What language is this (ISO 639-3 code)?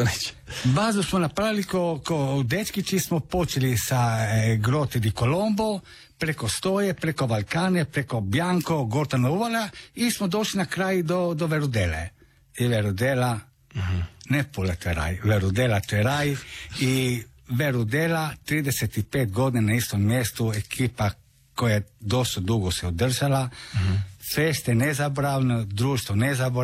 hrv